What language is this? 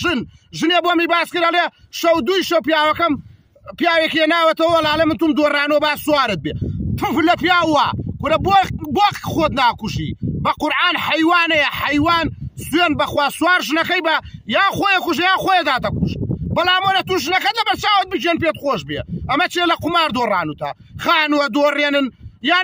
Central Kurdish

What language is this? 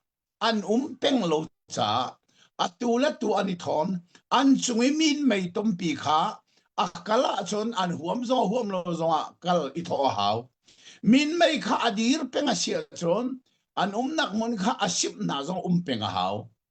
Hakha Chin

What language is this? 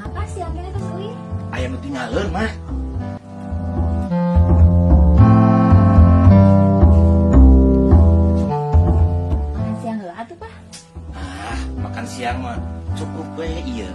Sundanese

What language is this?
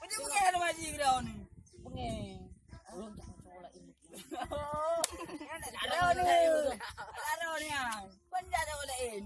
Achinese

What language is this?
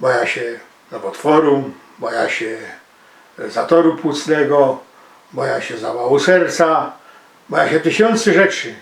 Silesian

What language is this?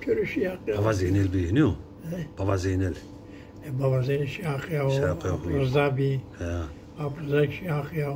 Zaza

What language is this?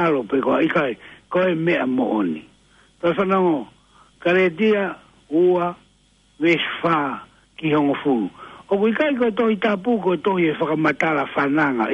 Tongan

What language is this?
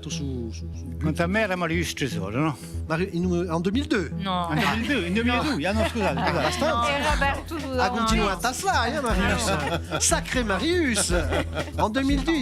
Corsican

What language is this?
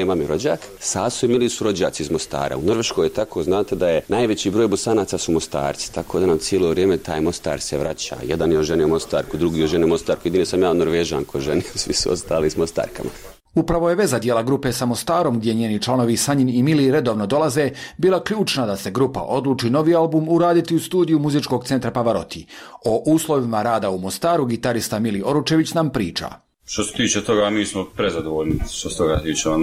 Bosnian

